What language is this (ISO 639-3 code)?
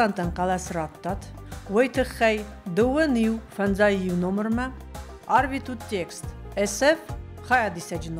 oss